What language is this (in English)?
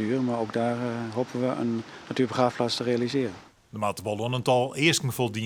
Western Frisian